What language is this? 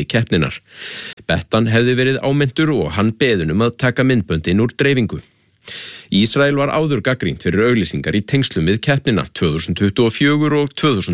Icelandic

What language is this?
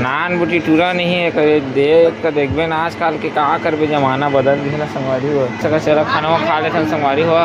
Chhattisgarhi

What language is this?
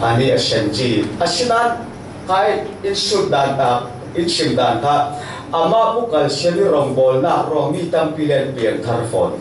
Falam Chin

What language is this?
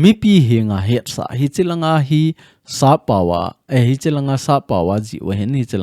Thado Chin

